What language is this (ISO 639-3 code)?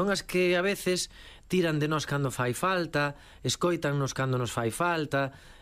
glg